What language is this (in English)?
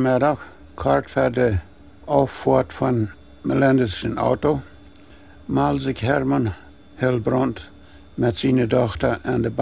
Plautdietsch